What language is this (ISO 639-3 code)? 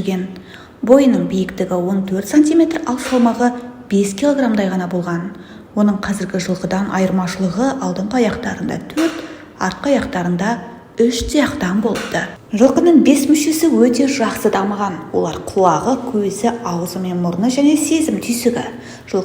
kaz